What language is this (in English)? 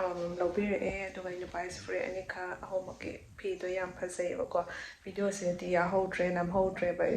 Manipuri